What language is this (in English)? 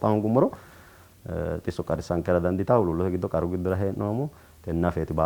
Sidamo